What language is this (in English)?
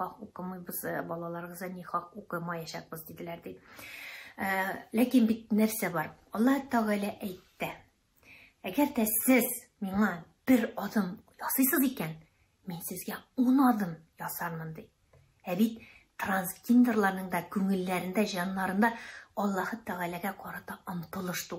Tatar